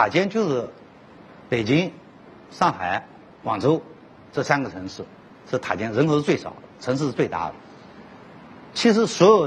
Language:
Chinese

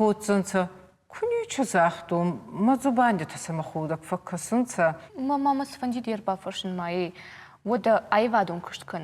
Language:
Ossetic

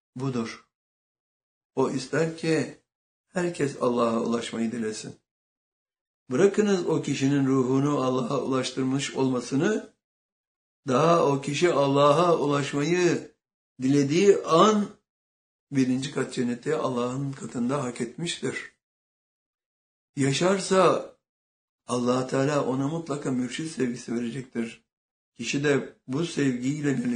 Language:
Turkish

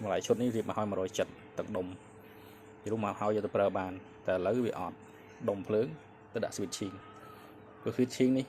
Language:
Khmer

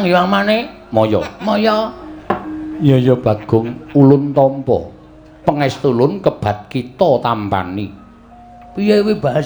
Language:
Javanese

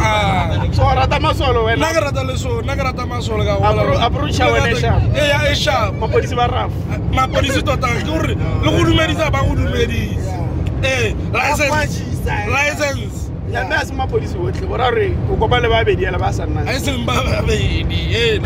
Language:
Tswana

